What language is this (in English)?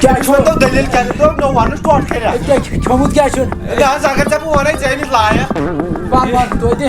Kashmiri